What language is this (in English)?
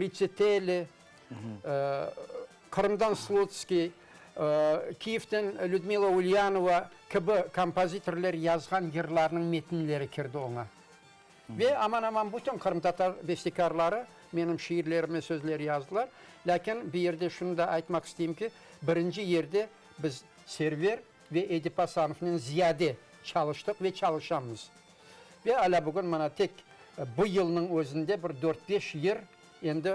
Crimean Tatar